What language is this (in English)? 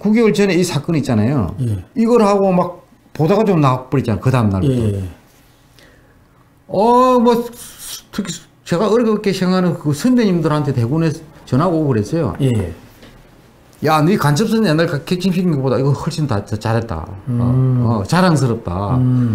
Korean